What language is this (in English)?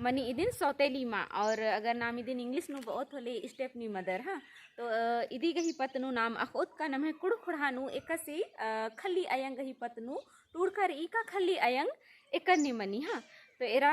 Kurukh